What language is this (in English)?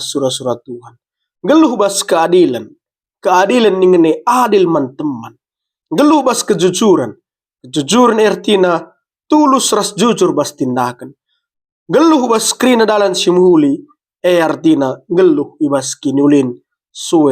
Batak Karo